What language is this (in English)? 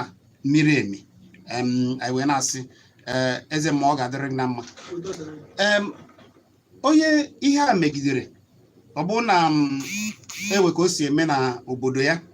Igbo